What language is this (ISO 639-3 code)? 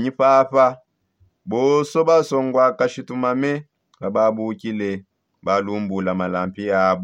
sop